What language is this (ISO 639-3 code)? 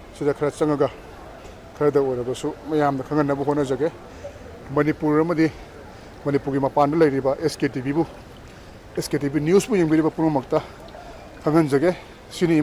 mni